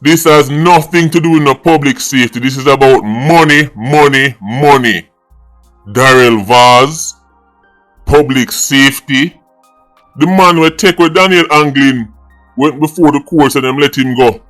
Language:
Jamaican Creole English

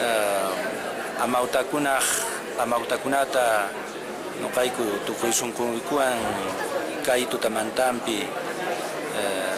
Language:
Quechua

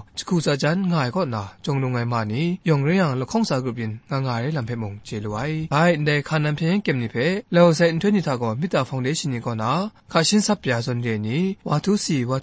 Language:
Kachin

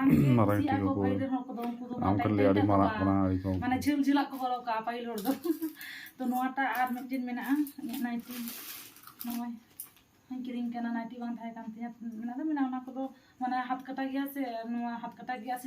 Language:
Santali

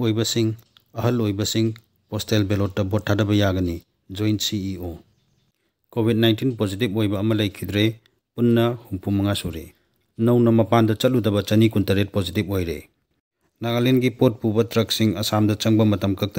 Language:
Manipuri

